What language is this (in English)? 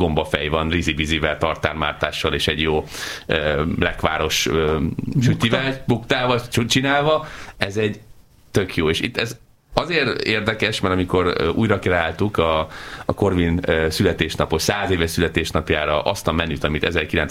Hungarian